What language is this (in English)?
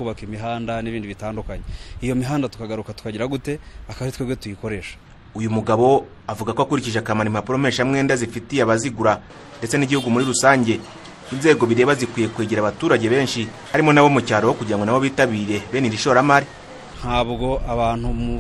Kinyarwanda